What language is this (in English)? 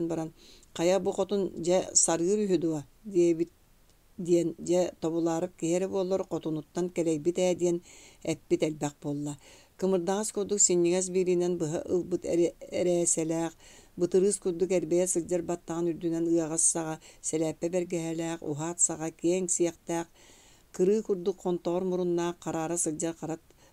Yakut